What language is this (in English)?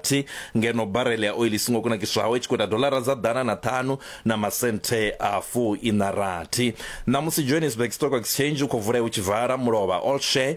Venda